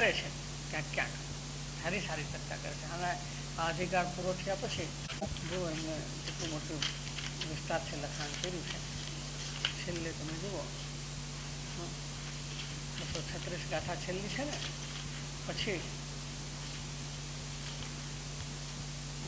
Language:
Gujarati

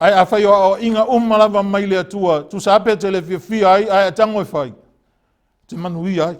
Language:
Samoan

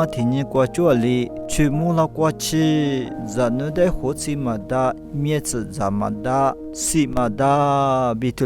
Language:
Lisu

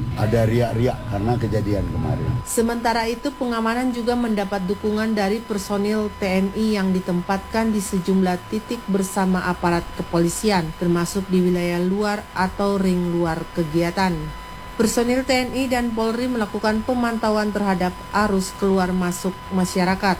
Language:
Indonesian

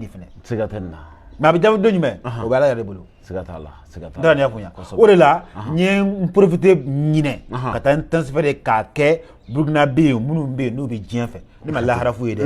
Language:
Bambara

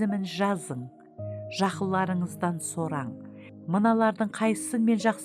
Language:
Kara-Kalpak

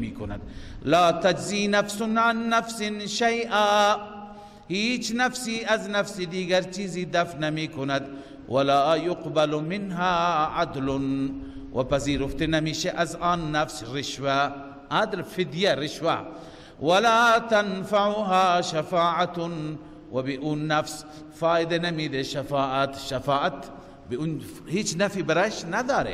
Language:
Persian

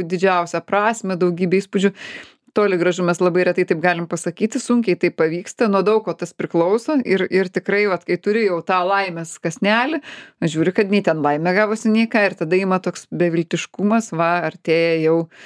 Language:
Lithuanian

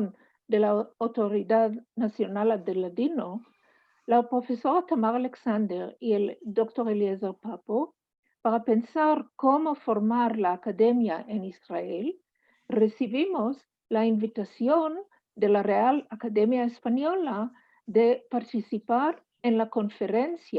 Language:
Ladino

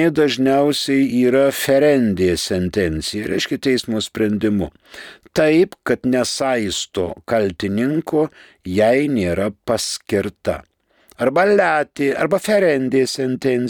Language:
Lithuanian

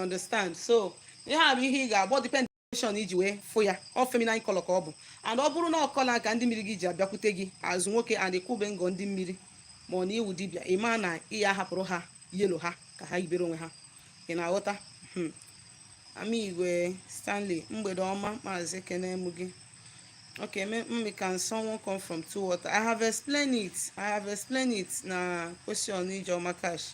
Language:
Igbo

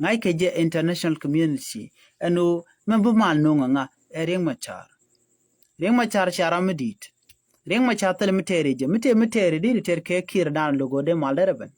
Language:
Nuer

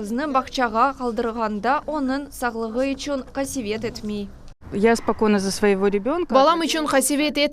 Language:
Crimean Tatar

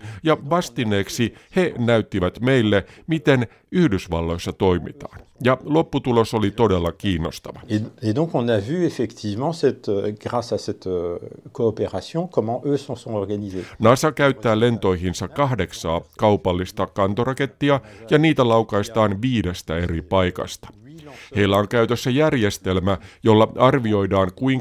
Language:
Finnish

